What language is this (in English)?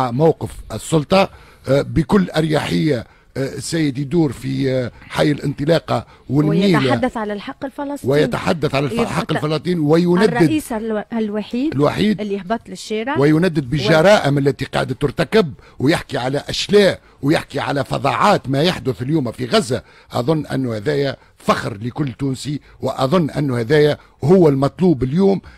Tunisian Arabic